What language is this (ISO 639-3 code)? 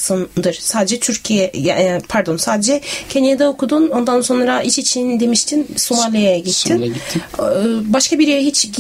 tur